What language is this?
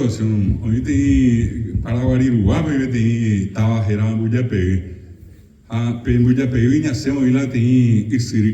Guarani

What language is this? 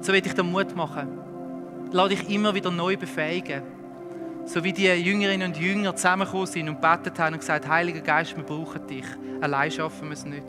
Swiss German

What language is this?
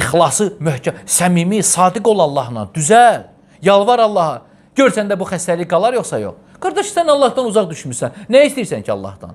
Azerbaijani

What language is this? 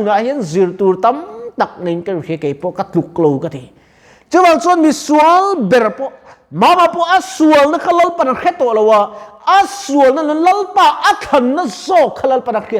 Mizo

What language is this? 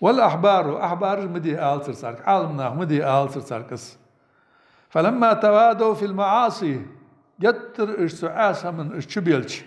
Ingush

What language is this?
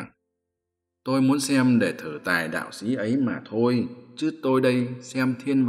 Vietnamese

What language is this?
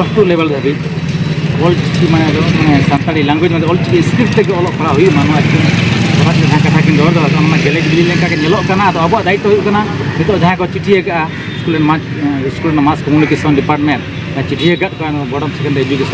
Santali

